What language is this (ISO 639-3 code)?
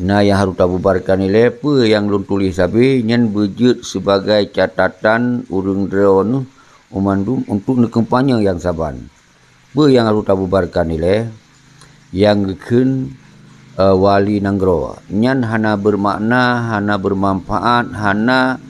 ace